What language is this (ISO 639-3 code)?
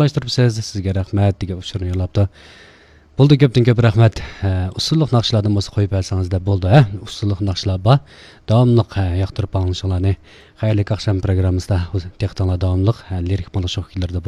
uig